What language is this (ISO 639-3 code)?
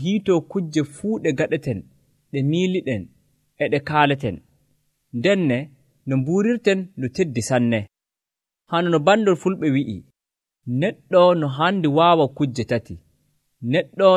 fuv